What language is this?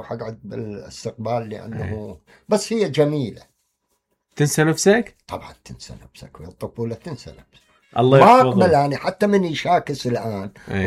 Mesopotamian Arabic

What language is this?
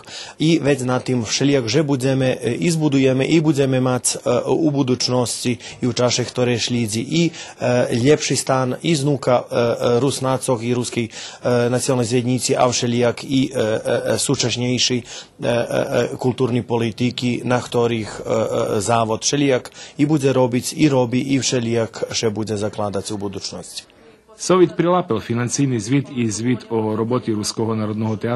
Rusyn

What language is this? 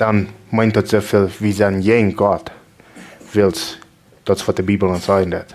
Plautdietsch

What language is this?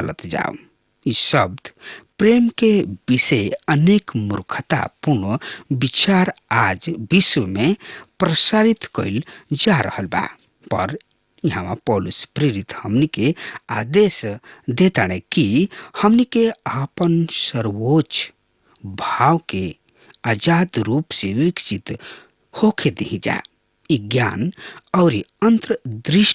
Bhojpuri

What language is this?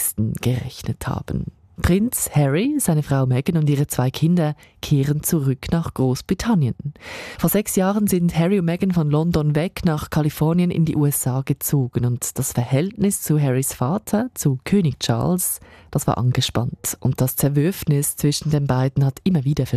German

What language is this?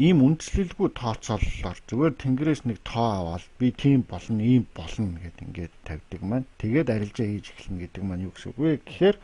Mongolian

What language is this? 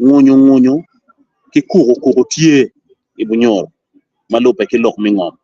Acoli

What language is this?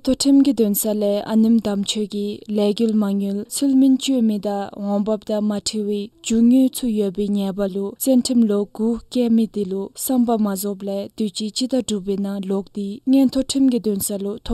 Dzongkha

